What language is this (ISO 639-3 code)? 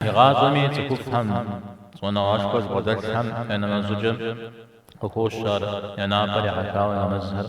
kbd